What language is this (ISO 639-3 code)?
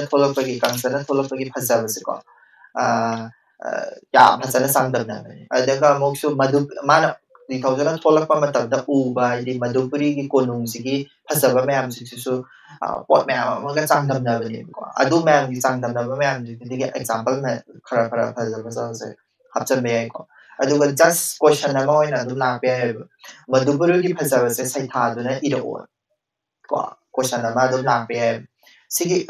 mni